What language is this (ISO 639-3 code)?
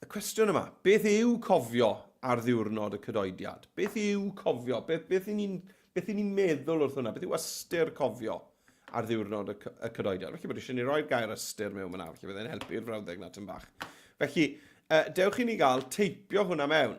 cym